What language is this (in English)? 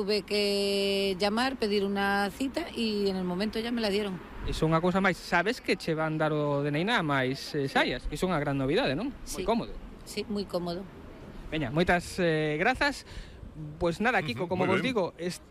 Galician